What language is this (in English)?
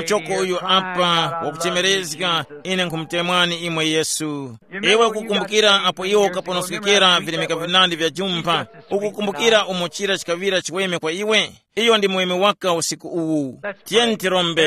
Tumbuka